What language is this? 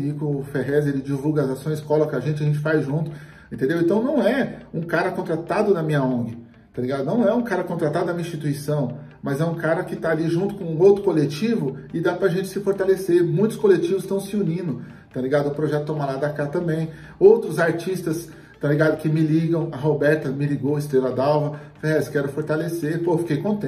Portuguese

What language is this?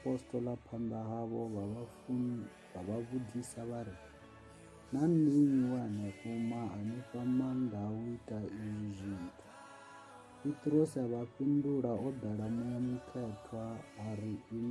Venda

